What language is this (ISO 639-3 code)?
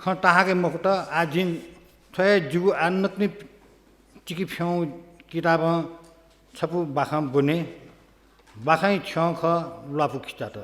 new